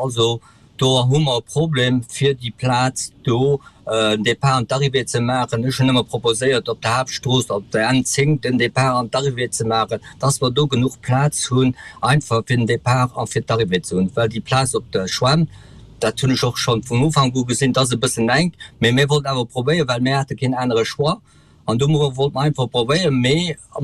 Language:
Luxembourgish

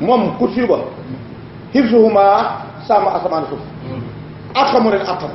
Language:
Wolof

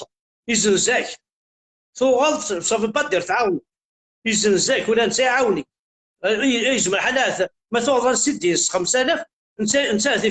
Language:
Kabyle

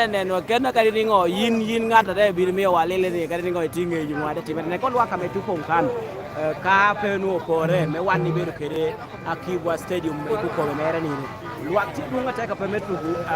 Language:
Lango (Uganda)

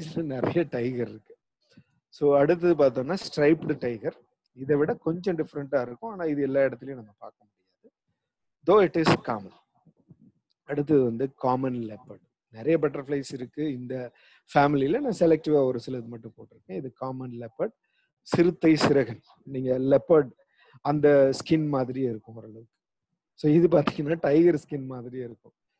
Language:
Tamil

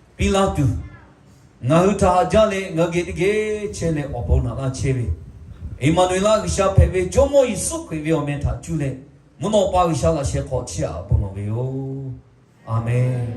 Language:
Lahu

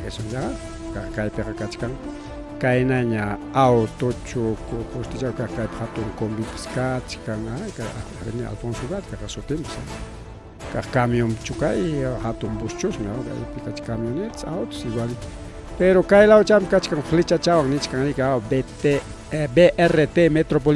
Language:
Ayacucho Quechua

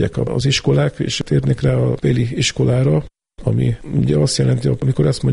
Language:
Hungarian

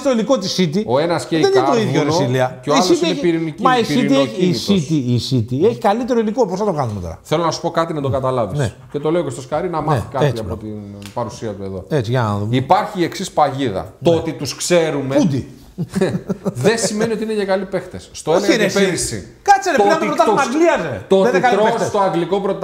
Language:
Greek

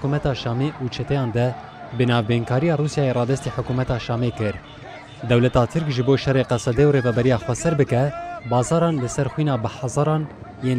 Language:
Kurdish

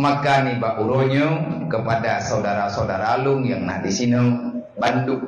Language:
Achinese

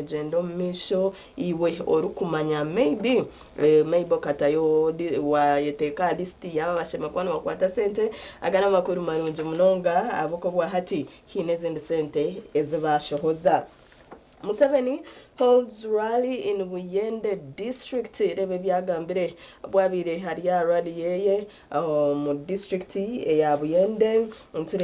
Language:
Nyankole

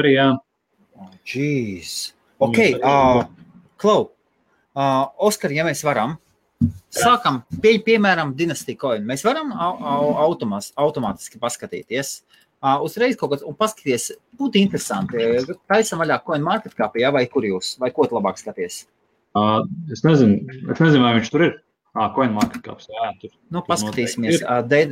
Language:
Latvian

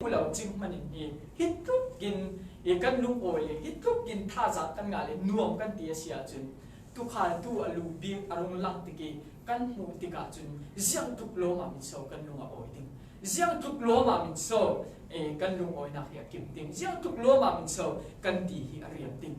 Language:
Falam Chin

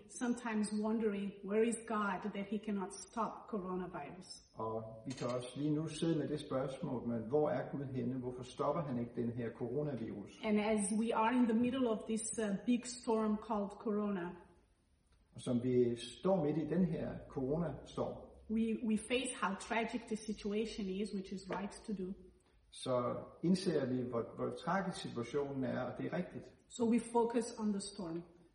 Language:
Danish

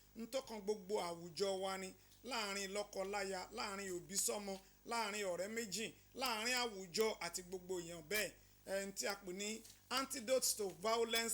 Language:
Yoruba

